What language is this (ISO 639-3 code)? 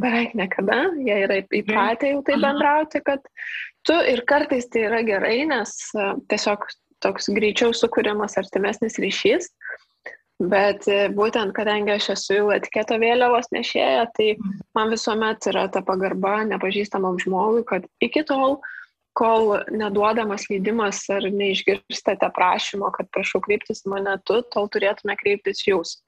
lit